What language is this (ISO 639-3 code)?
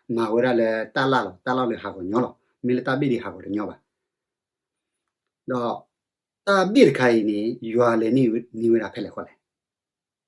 ksw